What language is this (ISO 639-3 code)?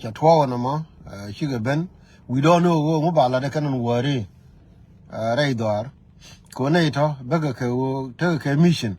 nus